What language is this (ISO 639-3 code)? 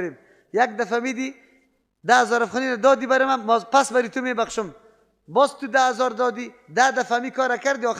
fas